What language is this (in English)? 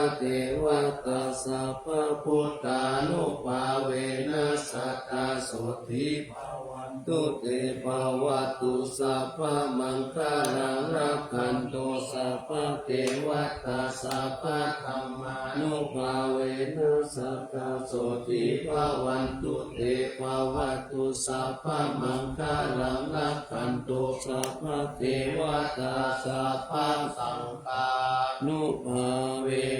Pali